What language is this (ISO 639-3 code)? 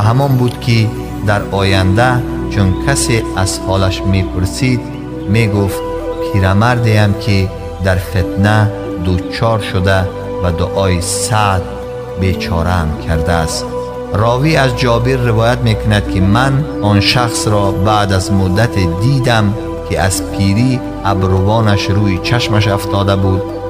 tgk